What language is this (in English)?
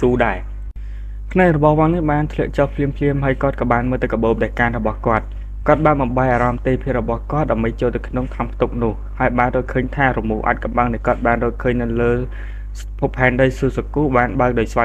Khmer